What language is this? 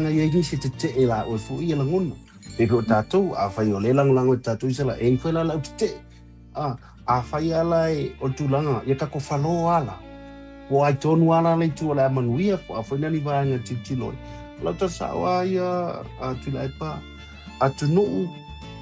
Samoan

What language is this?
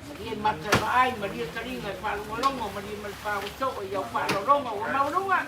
Samoan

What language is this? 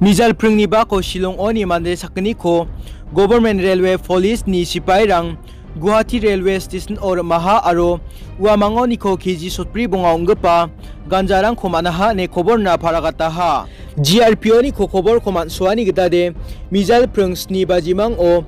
Garo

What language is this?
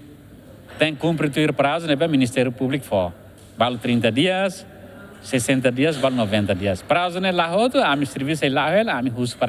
Tetum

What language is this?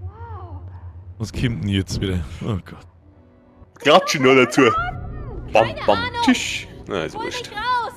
Bavarian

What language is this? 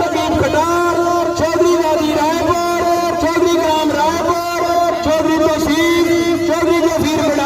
Pahari-Potwari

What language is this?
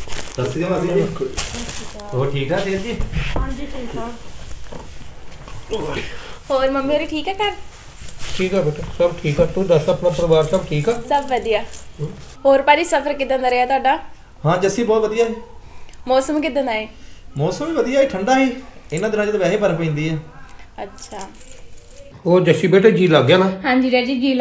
Punjabi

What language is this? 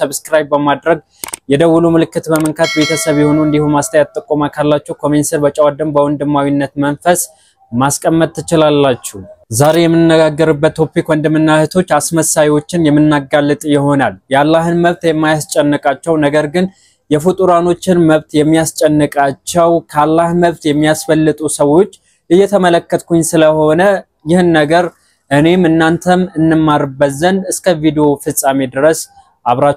Amharic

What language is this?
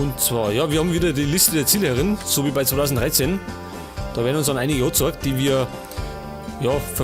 Bavarian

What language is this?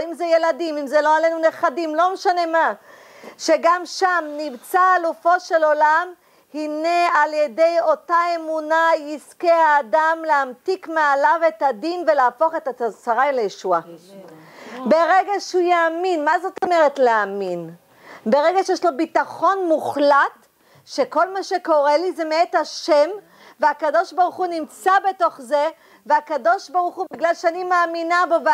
Hebrew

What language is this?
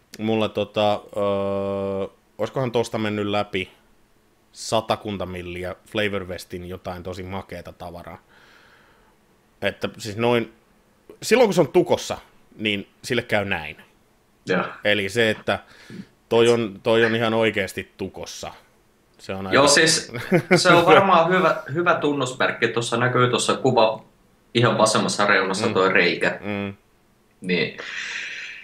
Finnish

